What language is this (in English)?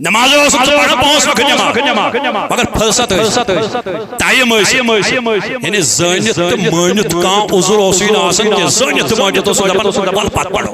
Kashmiri